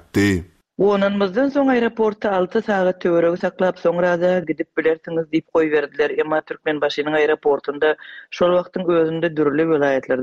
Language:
Turkmen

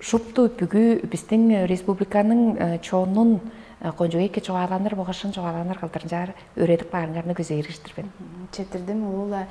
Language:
Tuvinian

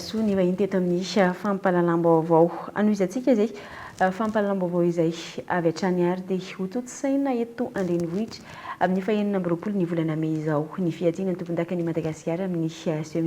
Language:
Malagasy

